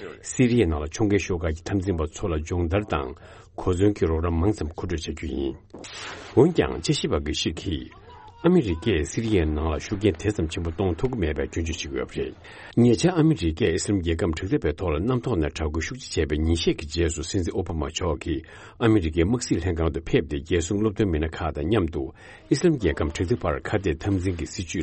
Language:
Tibetan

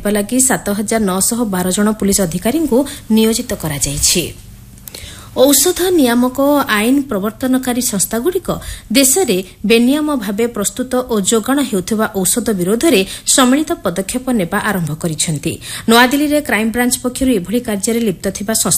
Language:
Odia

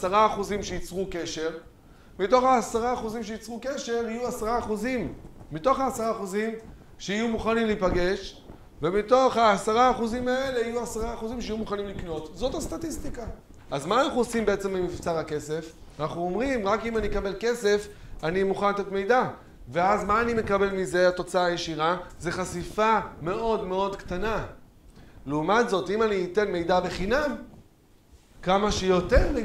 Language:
Hebrew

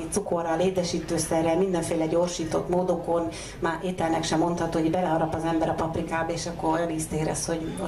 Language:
Hungarian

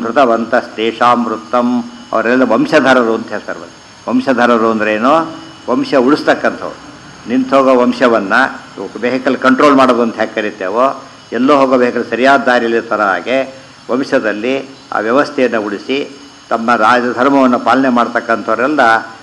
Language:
Kannada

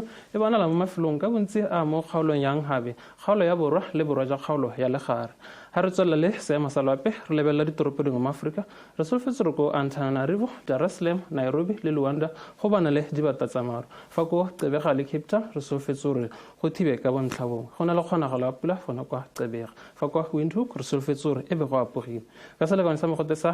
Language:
Tswana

